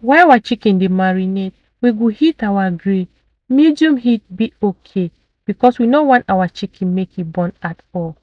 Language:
Nigerian Pidgin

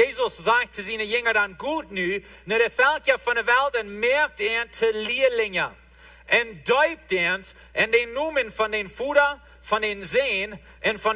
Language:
Plautdietsch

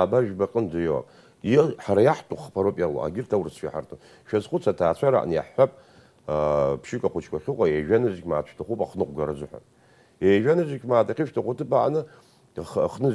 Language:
Abkhazian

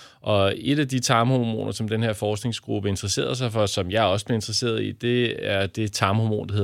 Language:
Danish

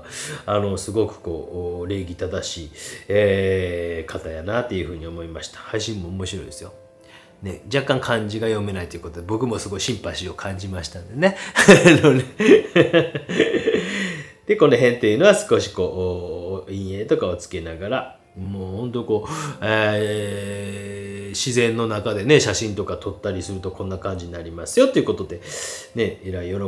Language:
Japanese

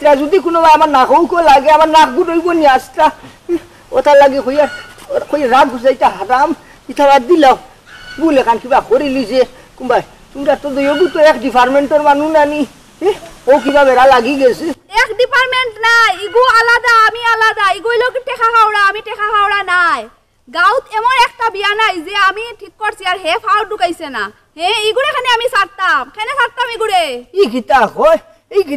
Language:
Sylheti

